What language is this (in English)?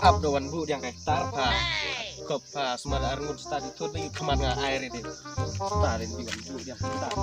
Khasi